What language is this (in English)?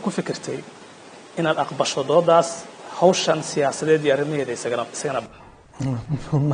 Somali